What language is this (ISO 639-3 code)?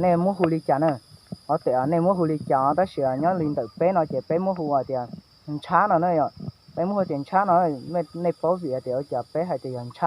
hmn